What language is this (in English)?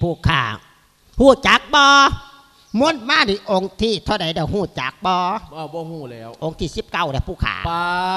Lao